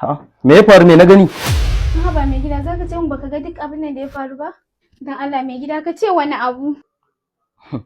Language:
Hausa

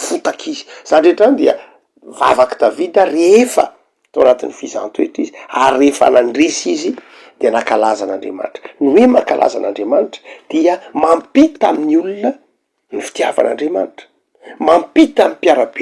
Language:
Malagasy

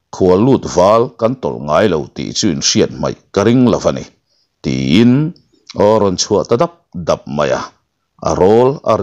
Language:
Mizo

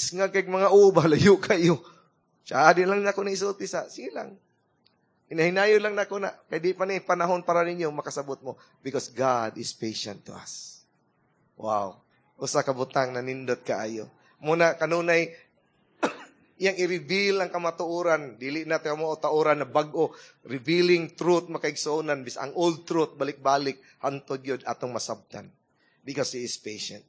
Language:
Cebuano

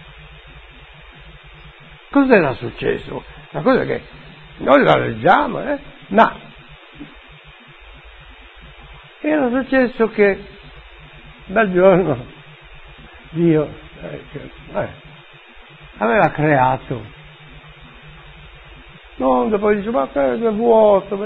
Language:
Italian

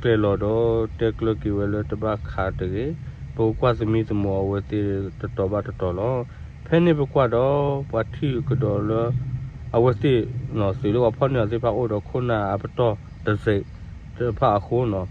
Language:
S'gaw Karen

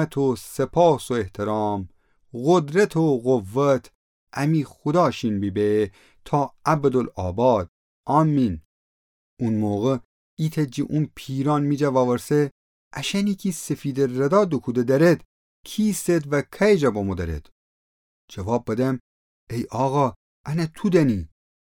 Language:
Gilaki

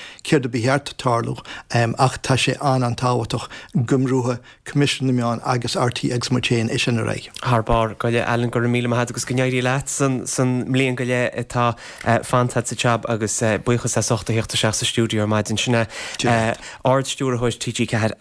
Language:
Irish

